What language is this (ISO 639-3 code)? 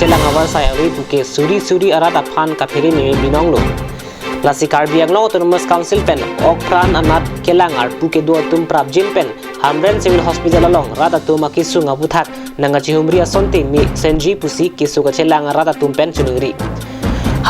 mjw